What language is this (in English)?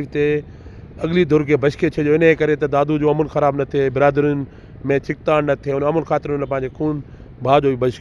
Sindhi